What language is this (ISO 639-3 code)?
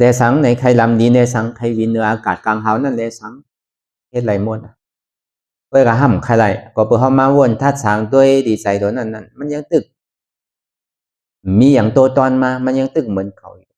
shn